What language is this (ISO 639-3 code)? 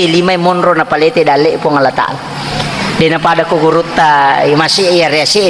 bug